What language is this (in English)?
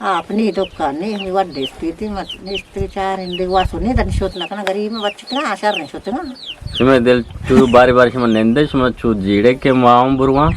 Eastern Balochi